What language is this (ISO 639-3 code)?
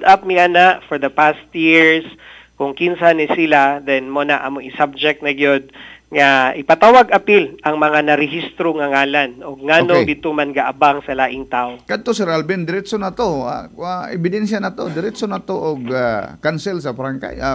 ceb